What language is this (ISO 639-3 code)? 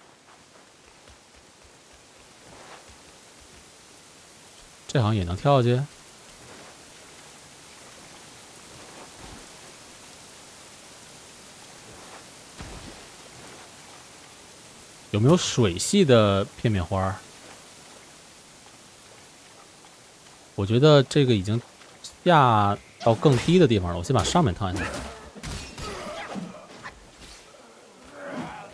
zho